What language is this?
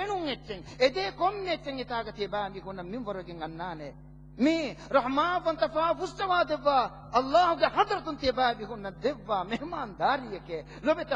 Divehi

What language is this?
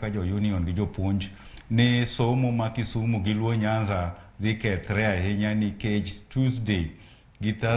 Luo (Kenya and Tanzania)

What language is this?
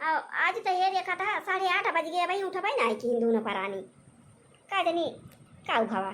Awadhi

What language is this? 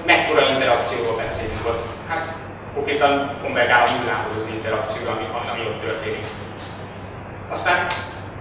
Hungarian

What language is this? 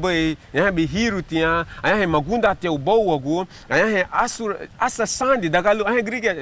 Garifuna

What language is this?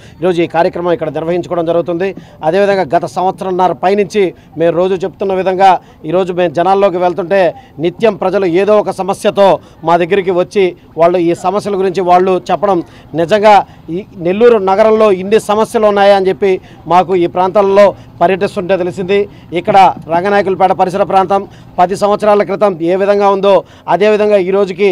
Telugu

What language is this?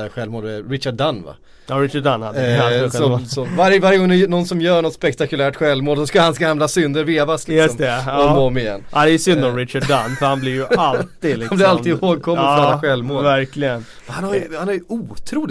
Swedish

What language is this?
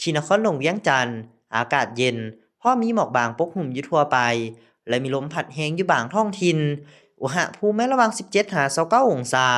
Lao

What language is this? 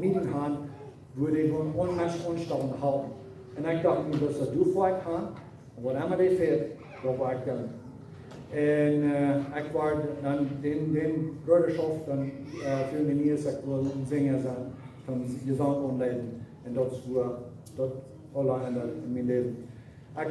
Plautdietsch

